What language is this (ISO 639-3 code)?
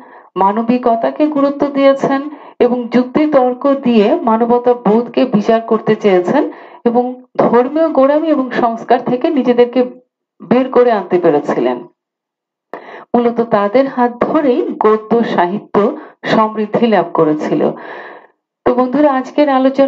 ben